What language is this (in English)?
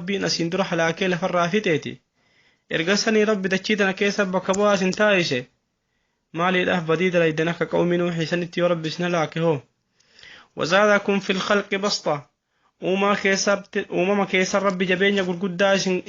Oromo